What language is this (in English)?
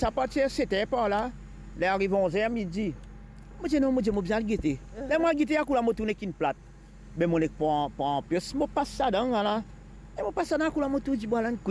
Morisyen